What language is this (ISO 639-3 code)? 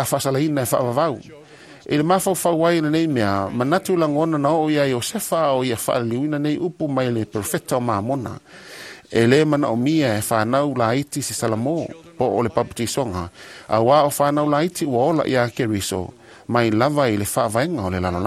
smo